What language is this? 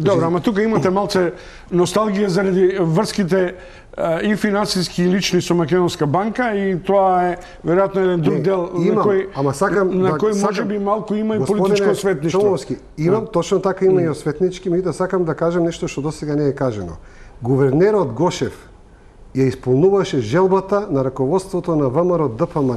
Macedonian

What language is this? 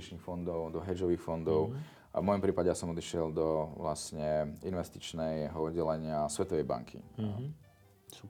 Slovak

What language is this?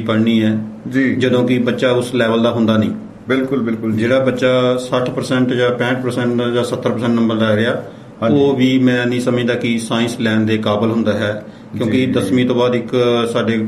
Punjabi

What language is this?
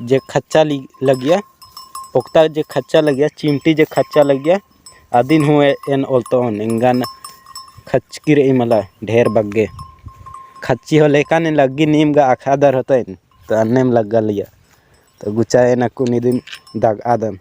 Kurukh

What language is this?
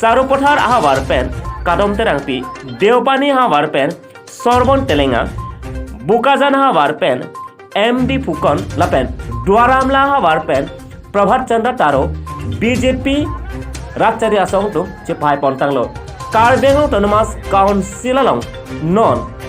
Karbi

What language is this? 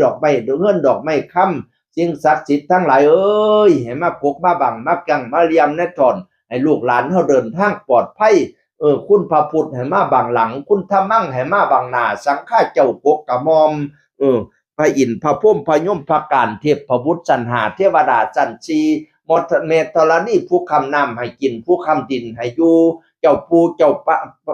Northeastern Thai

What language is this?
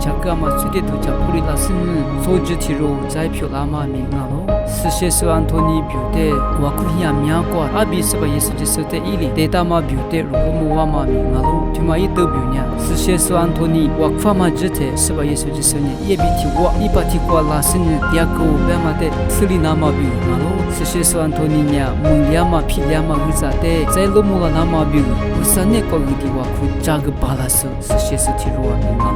Lisu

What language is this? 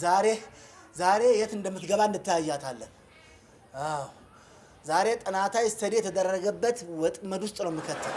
Amharic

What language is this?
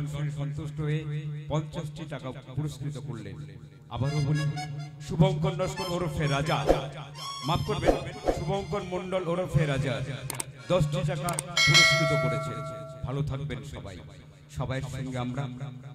Bangla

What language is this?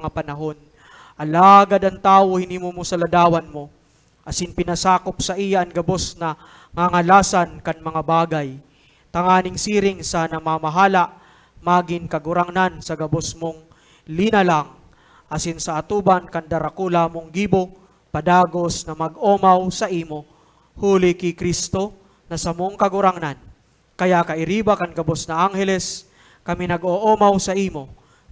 Bikol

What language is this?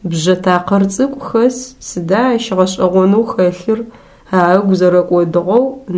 Adyghe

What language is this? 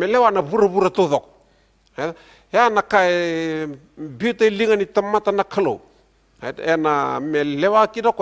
Fijian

